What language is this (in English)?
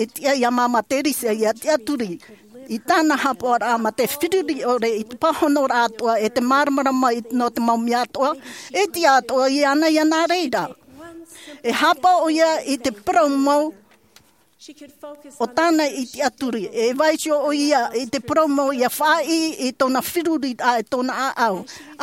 Tahitian